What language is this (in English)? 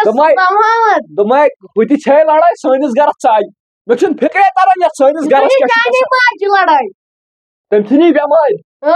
Kashmiri